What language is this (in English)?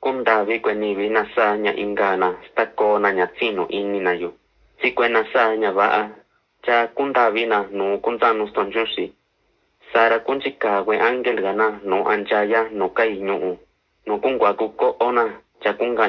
Mixtepec Mixtec